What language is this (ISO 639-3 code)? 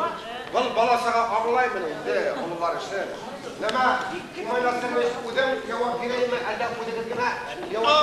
bak